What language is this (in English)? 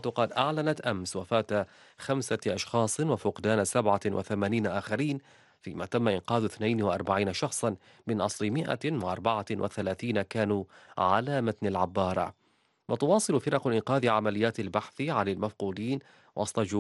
Arabic